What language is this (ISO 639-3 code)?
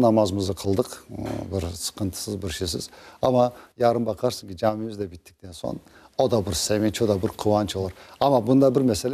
crh